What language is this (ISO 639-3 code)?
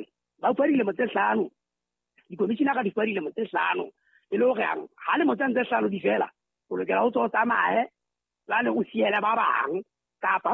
sot